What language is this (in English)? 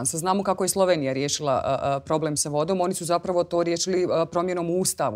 Bosnian